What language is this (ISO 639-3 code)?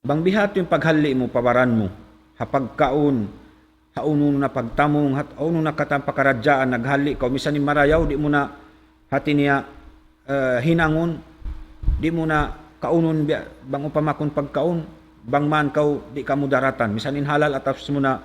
tsg